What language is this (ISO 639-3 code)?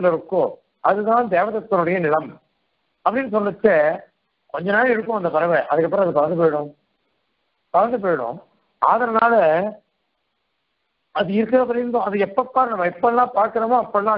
tam